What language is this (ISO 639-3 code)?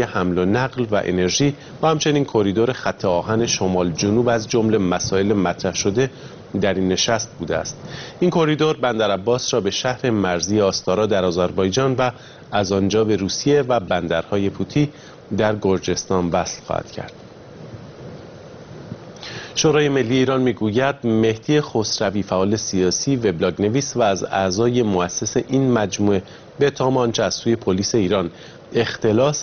fas